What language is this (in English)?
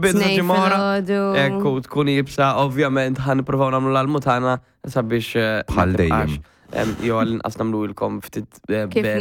Maltese